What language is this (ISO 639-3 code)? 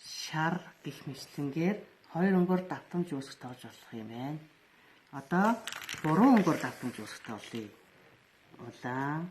mon